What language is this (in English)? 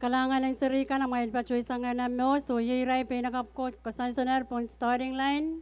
Pohnpeian